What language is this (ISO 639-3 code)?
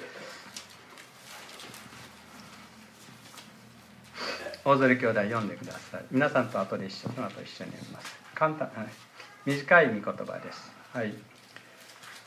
jpn